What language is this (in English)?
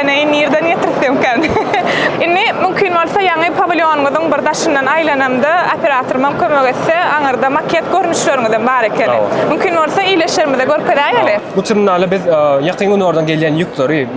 Turkmen